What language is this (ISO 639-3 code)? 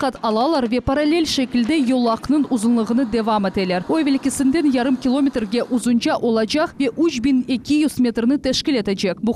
crh